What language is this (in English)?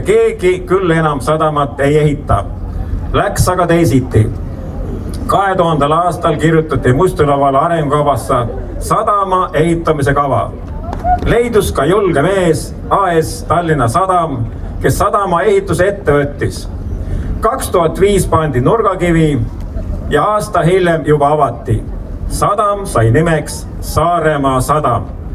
Estonian